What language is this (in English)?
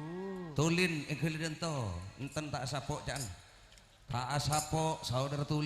Madurese